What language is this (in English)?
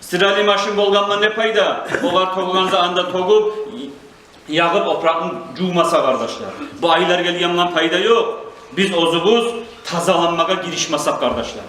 Kumyk